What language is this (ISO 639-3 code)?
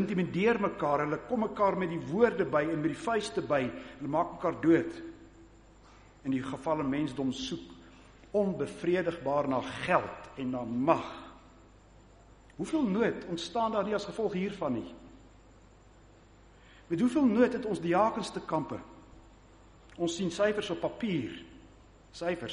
afr